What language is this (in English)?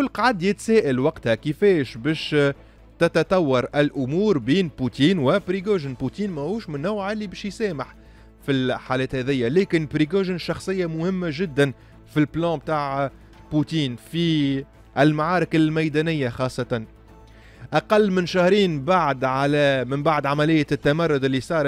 Tunisian Arabic